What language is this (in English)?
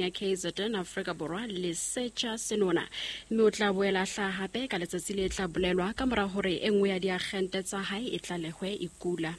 Southern Sotho